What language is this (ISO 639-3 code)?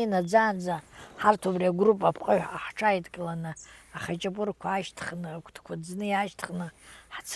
abk